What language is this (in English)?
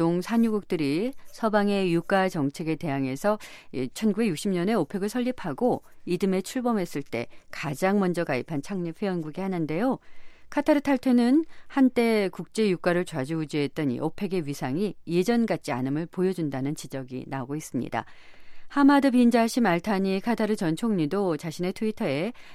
Korean